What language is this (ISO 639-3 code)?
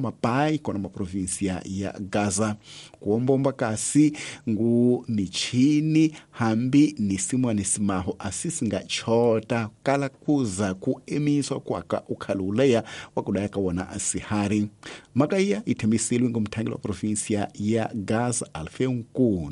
tso